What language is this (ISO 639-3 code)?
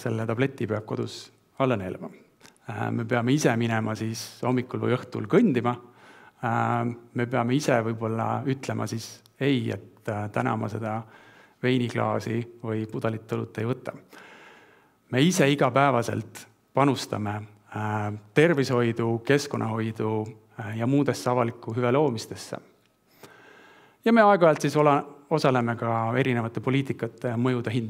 est